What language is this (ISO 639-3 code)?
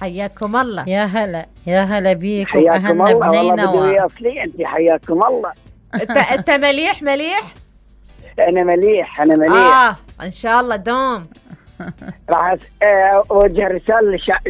acm